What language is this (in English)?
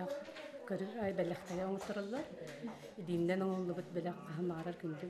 Yakut